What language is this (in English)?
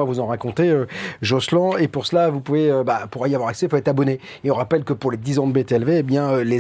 French